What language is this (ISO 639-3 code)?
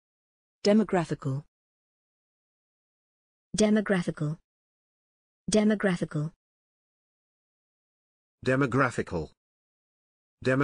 eng